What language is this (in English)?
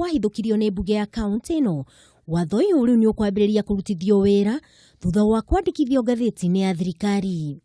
Kikuyu